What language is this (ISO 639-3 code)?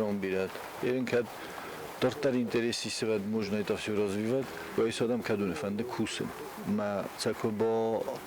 oss